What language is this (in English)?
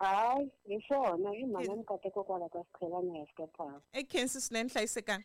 Tsonga